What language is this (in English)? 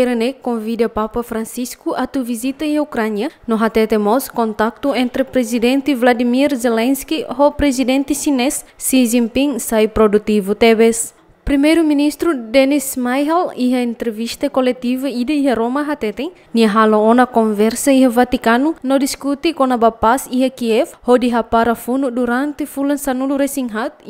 Tetum